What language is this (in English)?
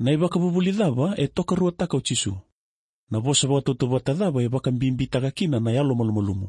Fijian